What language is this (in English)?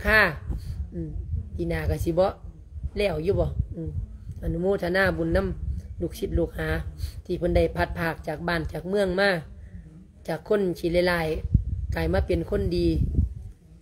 Lao